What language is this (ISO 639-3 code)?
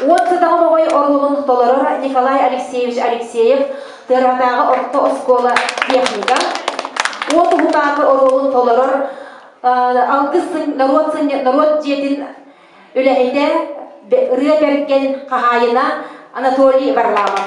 sah